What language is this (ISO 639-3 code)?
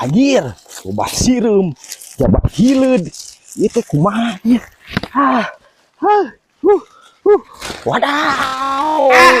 sun